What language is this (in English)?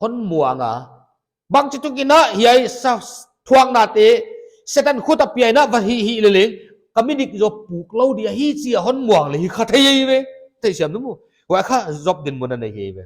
Paite Chin